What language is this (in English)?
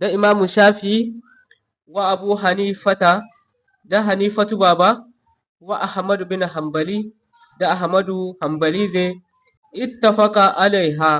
Zarma